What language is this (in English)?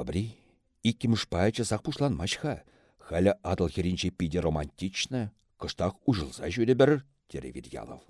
Chuvash